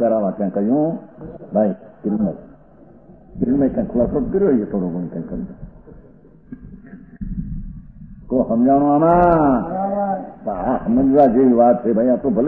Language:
Gujarati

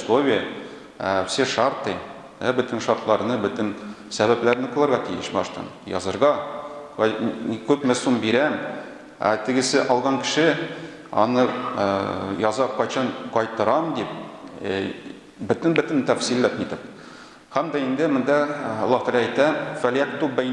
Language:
Tatar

